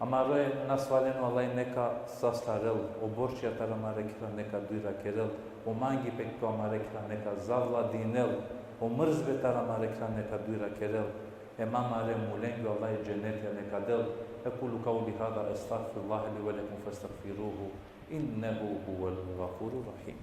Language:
Balkan Romani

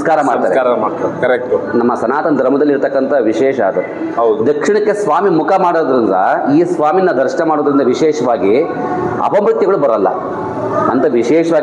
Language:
Kannada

